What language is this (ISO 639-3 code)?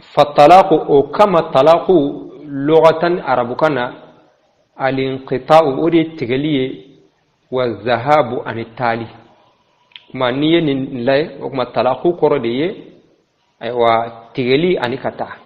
bam